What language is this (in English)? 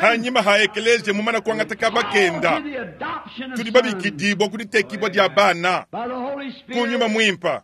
Luba-Lulua